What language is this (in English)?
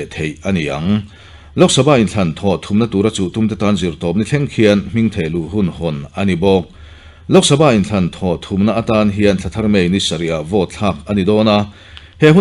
Mizo